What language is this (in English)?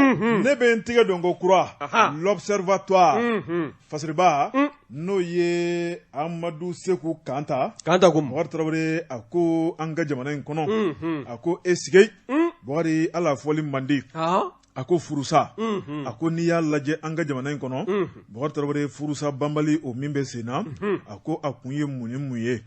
Bambara